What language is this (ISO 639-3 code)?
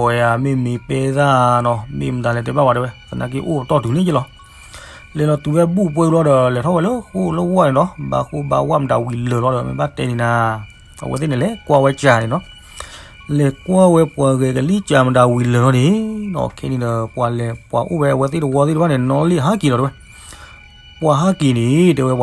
ksw